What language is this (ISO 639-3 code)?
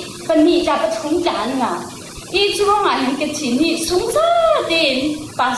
cfm